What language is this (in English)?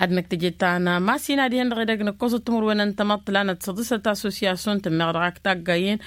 Tamasheq